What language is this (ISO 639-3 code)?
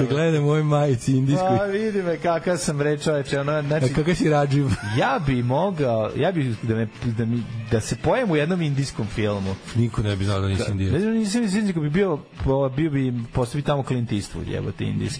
srp